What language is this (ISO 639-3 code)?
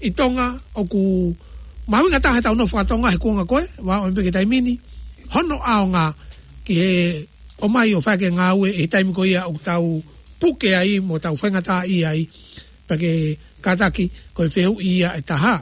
ton